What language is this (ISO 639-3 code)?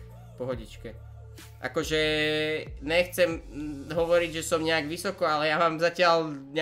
slk